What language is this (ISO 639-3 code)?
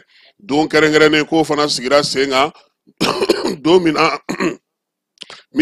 bam